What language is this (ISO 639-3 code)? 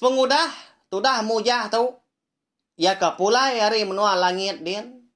iba